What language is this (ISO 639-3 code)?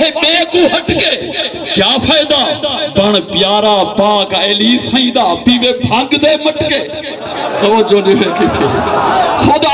skr